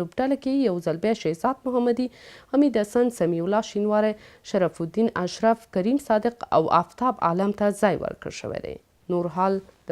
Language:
Pashto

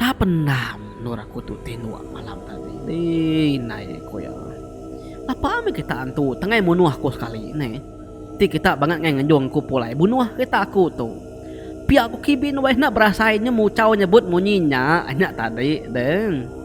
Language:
Iban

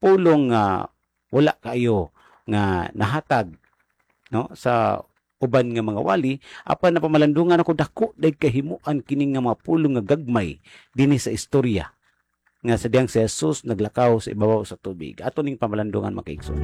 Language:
Cebuano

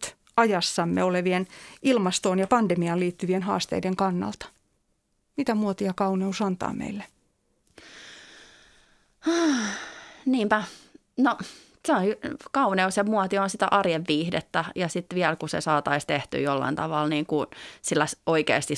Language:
Finnish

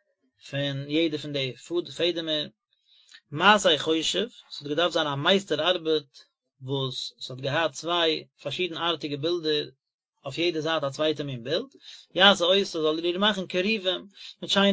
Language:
Yiddish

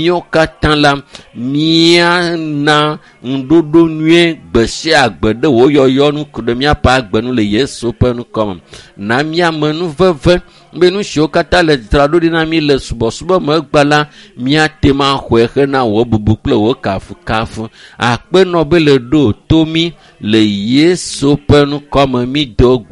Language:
Ewe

